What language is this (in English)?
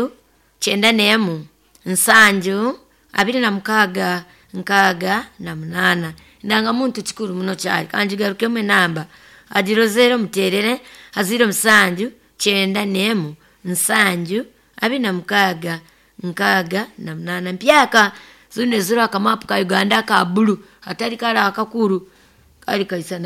Nyoro